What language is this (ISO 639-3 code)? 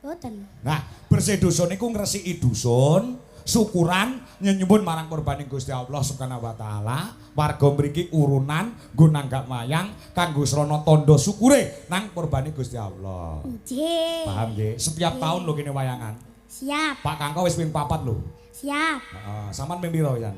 jav